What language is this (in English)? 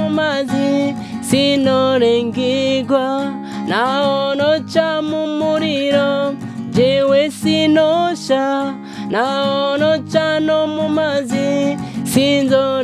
Rundi